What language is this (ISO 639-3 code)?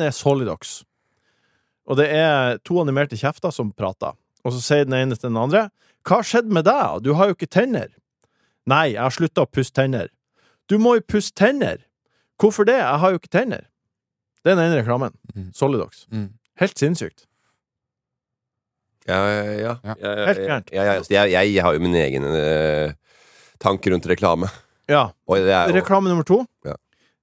nor